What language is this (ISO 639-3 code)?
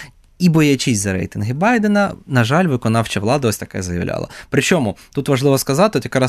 ukr